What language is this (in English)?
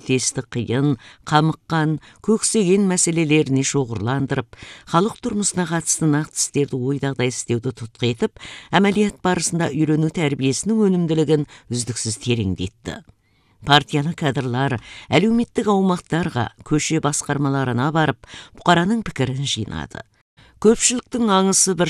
Kazakh